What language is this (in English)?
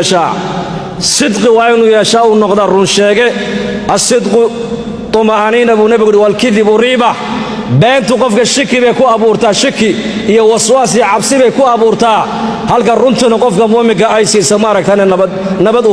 Somali